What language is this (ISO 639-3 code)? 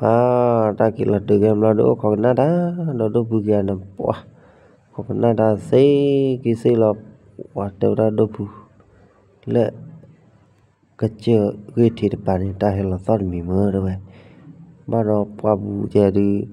ksw